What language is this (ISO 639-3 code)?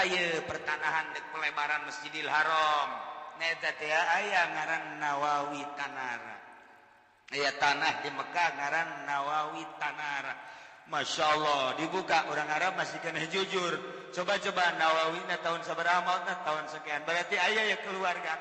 sun